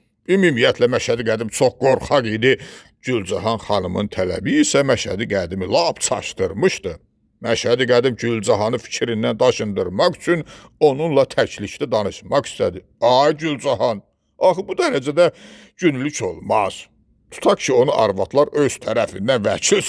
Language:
Azerbaijani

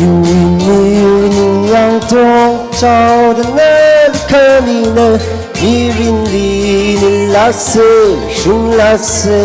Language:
Tangkhul Naga (India)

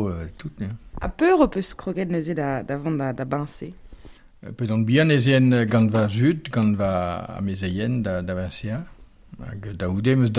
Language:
Breton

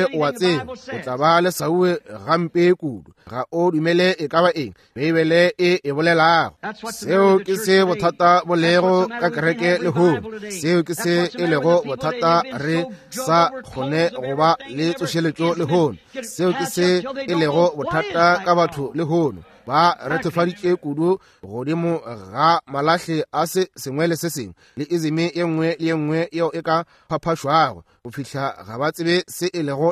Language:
Northern Sotho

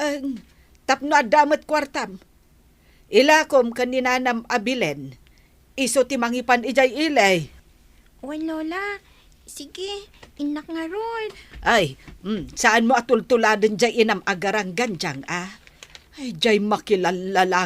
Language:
Iloko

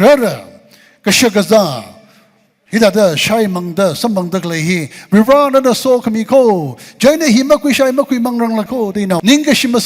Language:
Tangkhul Naga (India)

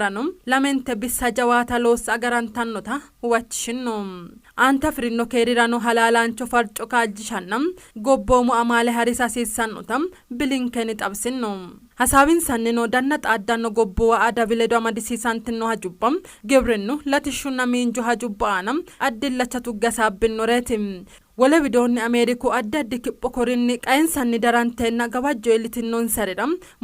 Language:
Sidamo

